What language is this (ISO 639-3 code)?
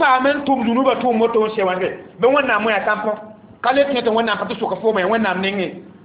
mos